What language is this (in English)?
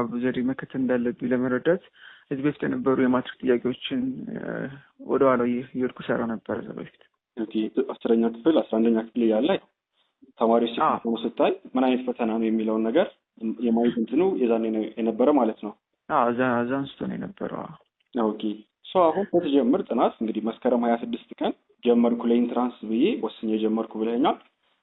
Amharic